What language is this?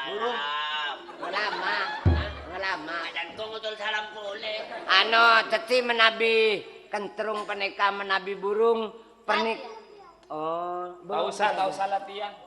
Madurese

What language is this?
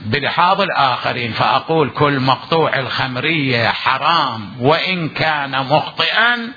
Mesopotamian Arabic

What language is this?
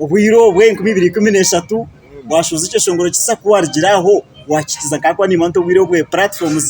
Nyankole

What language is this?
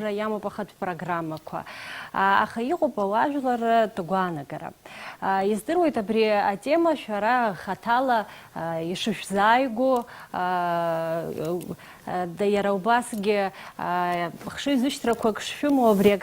Abkhazian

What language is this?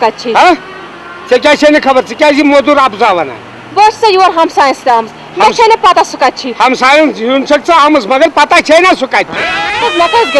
Kashmiri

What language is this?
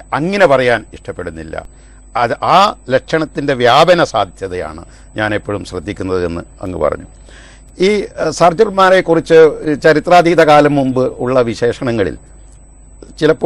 Malayalam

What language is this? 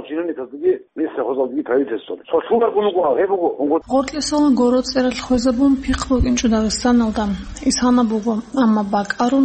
Avaric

